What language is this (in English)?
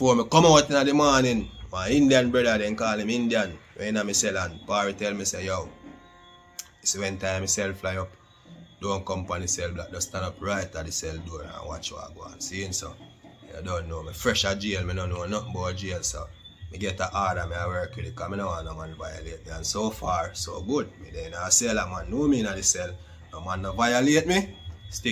Jamaican Creole English